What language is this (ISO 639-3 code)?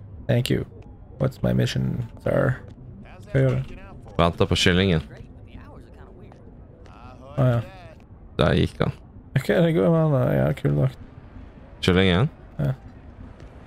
nor